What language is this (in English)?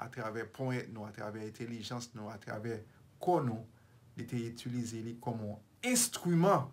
Haitian Creole